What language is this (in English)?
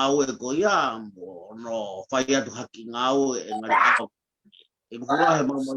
Tongan